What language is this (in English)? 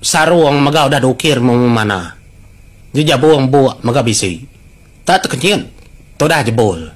Iban